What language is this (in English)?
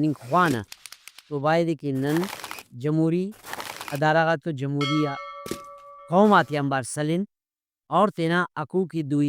Brahui